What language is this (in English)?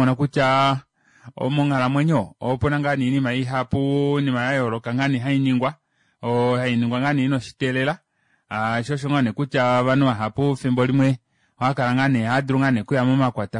Kuanyama